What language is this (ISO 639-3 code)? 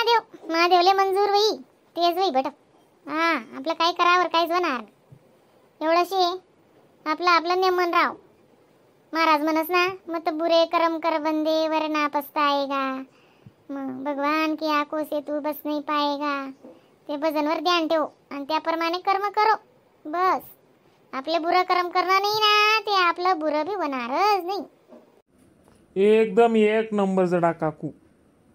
khn